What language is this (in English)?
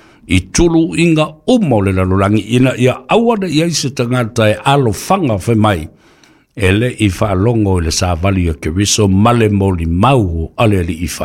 Samoan